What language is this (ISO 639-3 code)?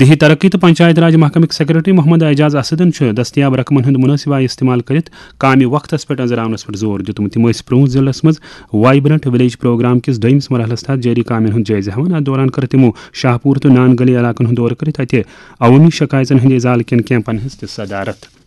kas